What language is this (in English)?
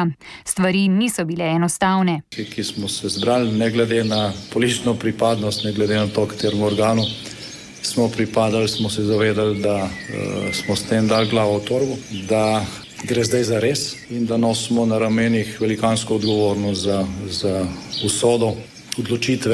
Slovenian